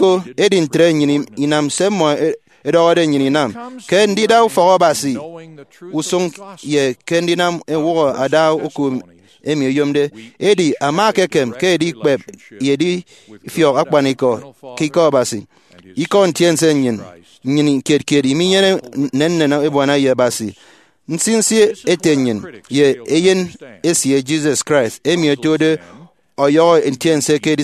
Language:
Efik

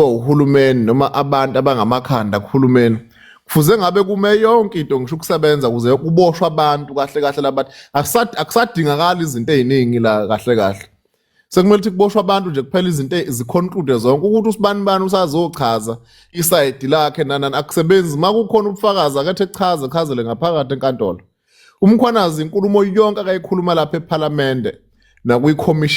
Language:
Zulu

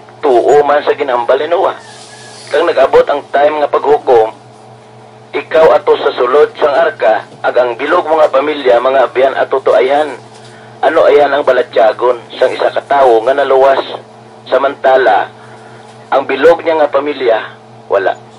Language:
Hiligaynon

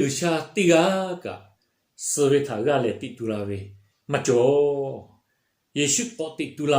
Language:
Lahu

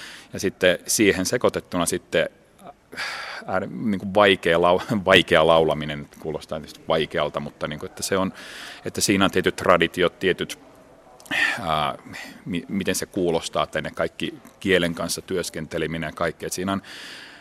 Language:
Finnish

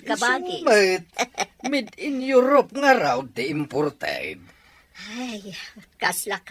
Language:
Iloko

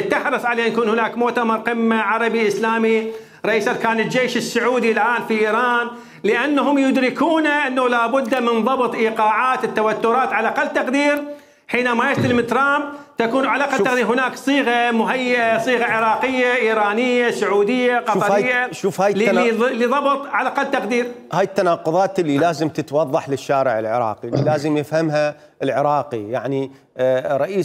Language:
Mesopotamian Arabic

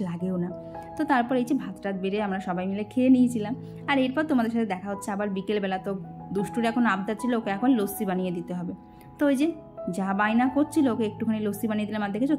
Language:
Bangla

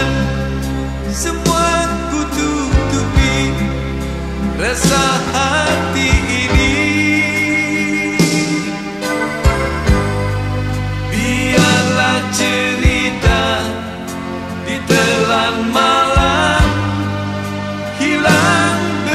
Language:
Indonesian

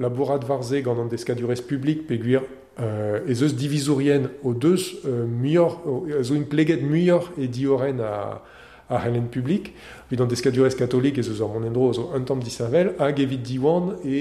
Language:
Breton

